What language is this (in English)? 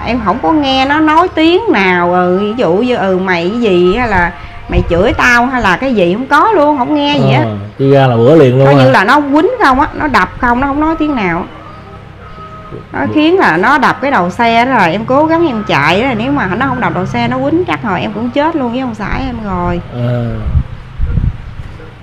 Vietnamese